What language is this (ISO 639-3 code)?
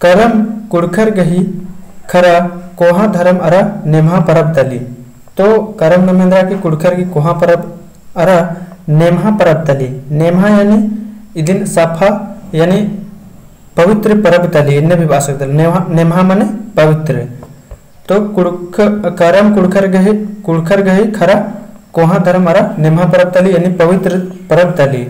kru